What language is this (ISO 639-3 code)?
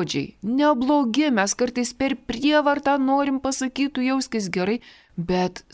lit